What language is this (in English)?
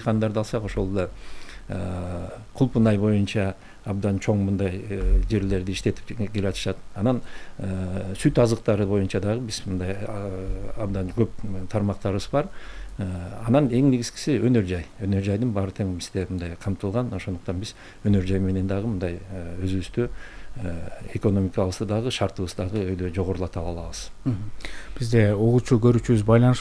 Kyrgyz